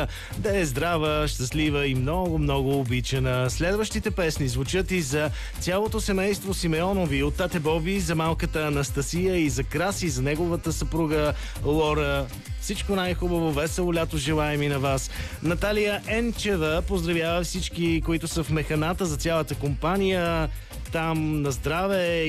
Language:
Bulgarian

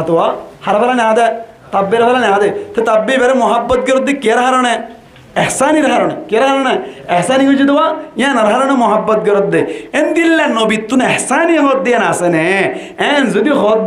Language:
Rohingya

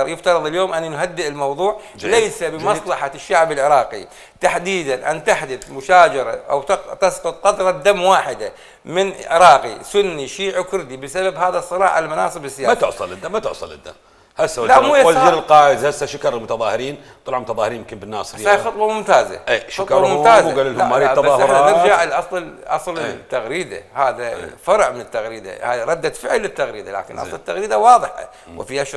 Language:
Mesopotamian Arabic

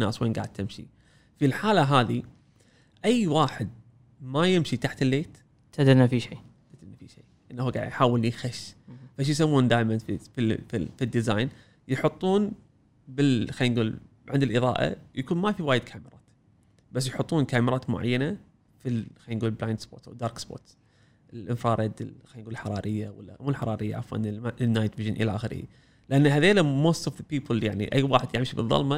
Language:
Gulf Arabic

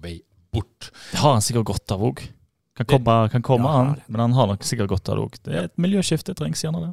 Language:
Norwegian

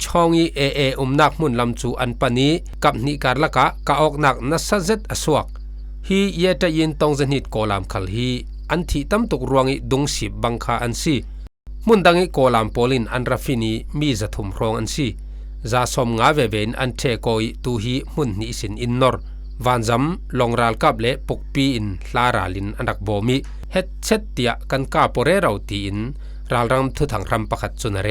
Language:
Falam Chin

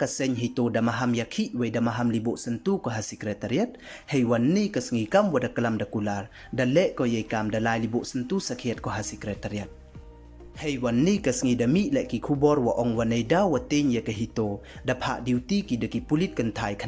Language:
Pnar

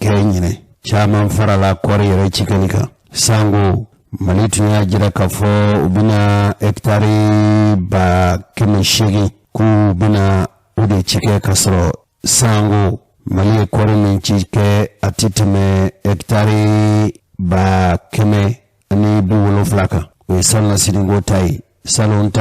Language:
Bambara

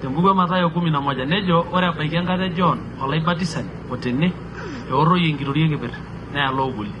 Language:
Masai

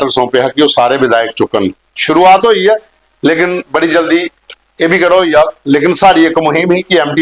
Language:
Dogri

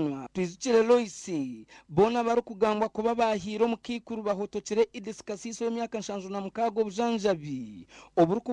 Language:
Nyankole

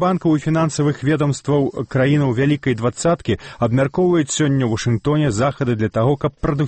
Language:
Belarusian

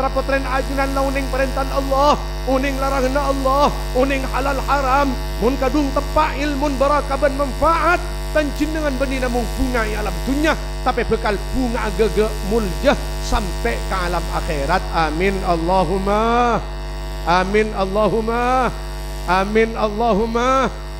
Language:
Madurese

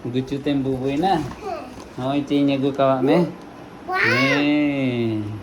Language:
Santali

